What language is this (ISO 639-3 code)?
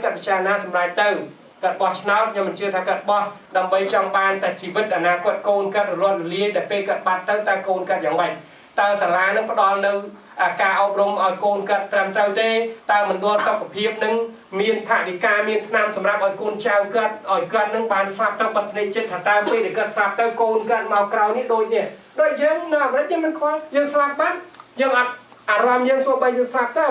khm